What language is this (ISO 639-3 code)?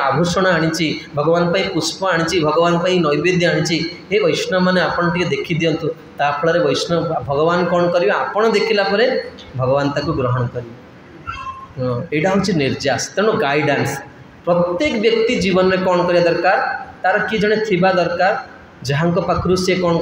ori